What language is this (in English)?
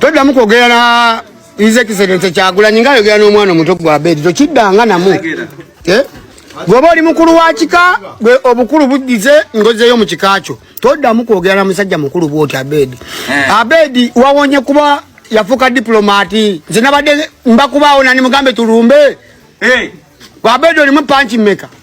Ganda